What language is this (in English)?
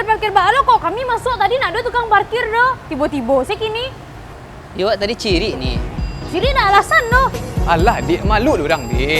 Minangkabau